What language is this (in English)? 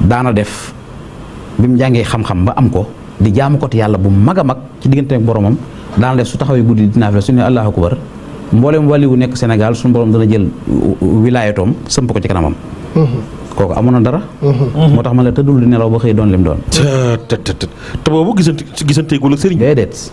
Wolof